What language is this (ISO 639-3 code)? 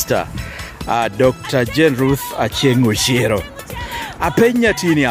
laj